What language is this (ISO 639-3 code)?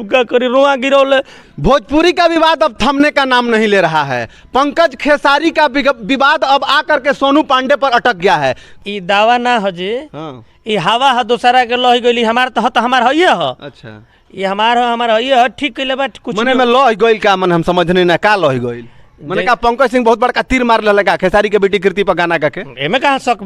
bho